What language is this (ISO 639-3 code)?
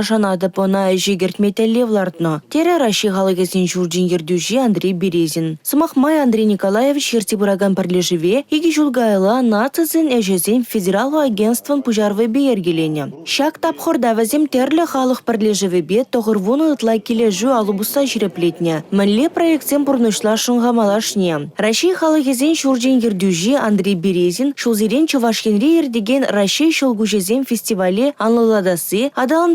chv